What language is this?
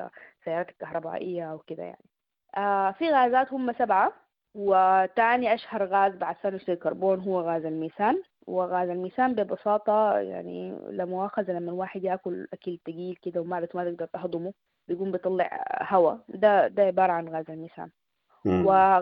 Sudanese Arabic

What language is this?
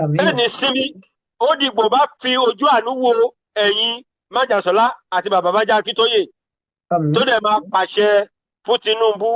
Yoruba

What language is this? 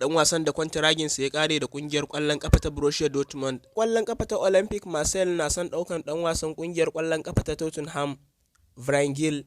Hausa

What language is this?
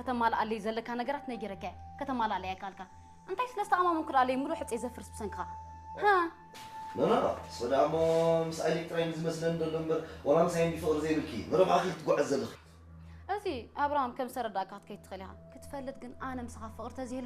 Tigrinya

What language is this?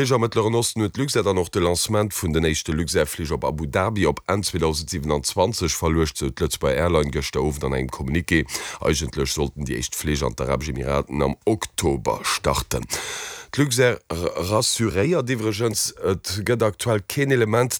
Luxembourgish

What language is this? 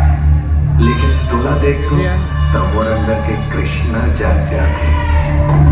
Chhattisgarhi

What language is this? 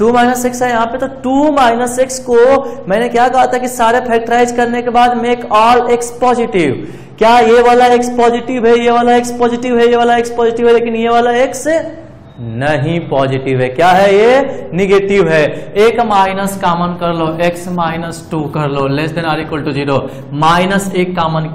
Hindi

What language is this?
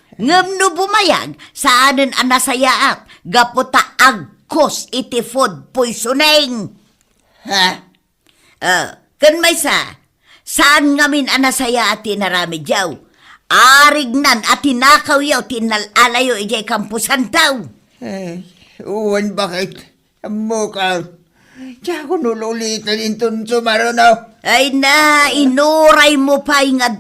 Iloko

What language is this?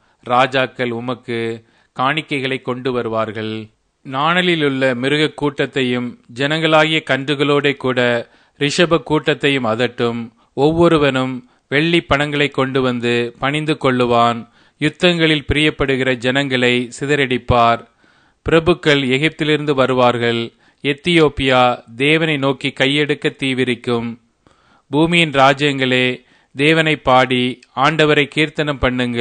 Tamil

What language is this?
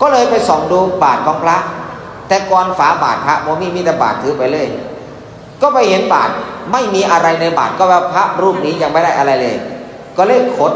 Northeastern Thai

